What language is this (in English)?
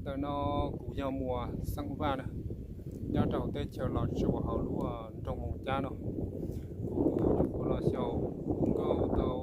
Hmong